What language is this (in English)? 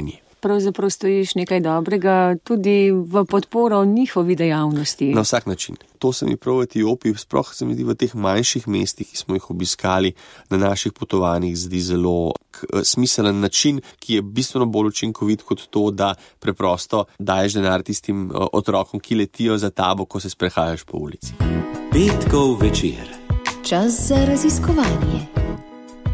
Slovenian